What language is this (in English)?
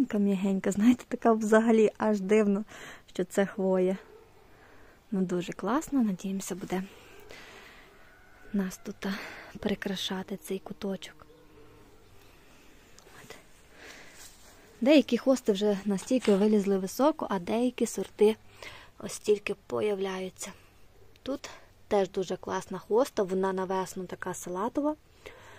Ukrainian